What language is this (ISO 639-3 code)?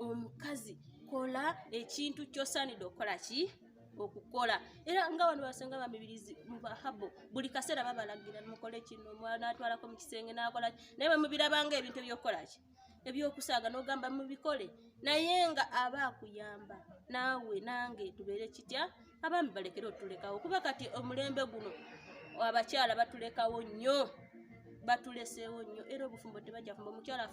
lug